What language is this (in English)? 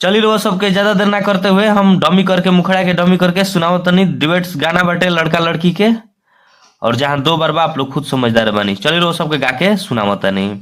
Bhojpuri